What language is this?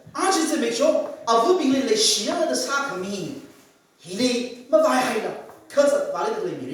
Tangkhul Naga (India)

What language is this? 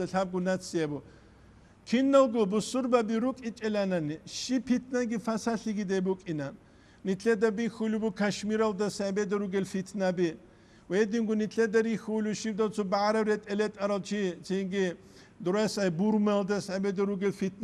Avaric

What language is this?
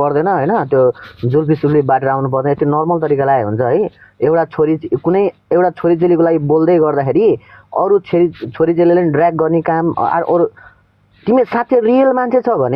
Nepali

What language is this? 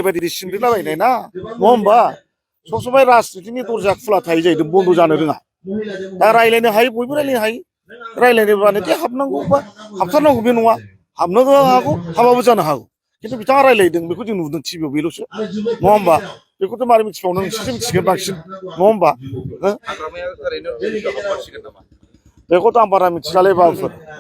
Bodo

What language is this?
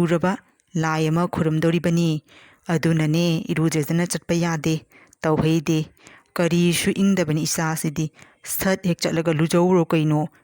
Manipuri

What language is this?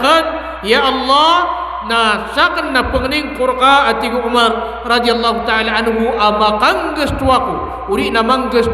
Maranao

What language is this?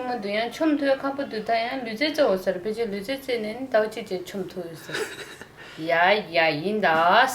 Tibetan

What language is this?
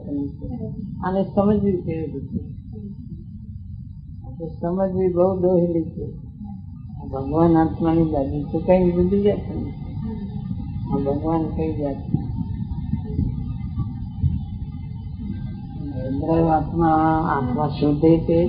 Gujarati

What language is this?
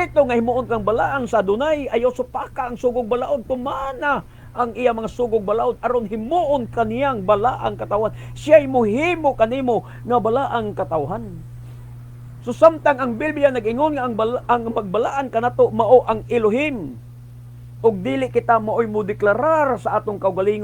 Cebuano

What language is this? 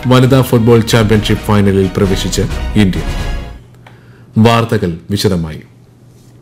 Malayalam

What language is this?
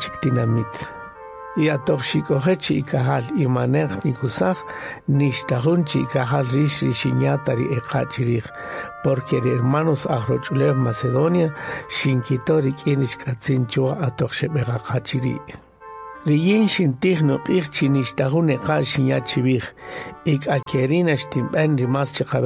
Kaqchikel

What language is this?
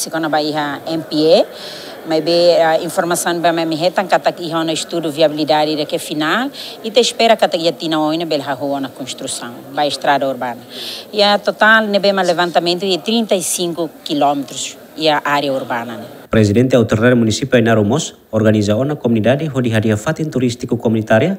Tetum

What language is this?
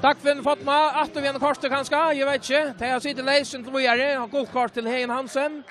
Faroese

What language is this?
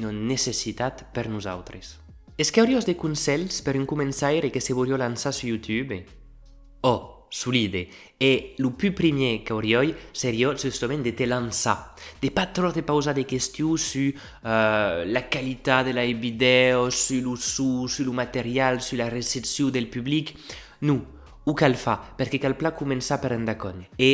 Occitan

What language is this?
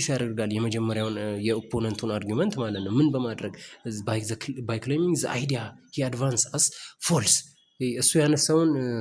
Amharic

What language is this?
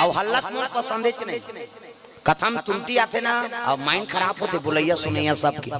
Chhattisgarhi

